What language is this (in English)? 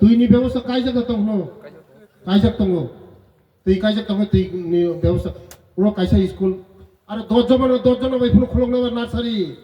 Riang (India)